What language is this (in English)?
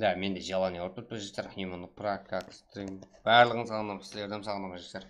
Kara-Kalpak